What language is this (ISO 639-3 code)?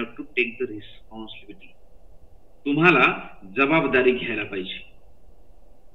mar